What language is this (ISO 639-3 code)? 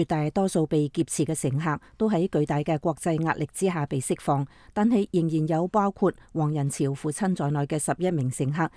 yue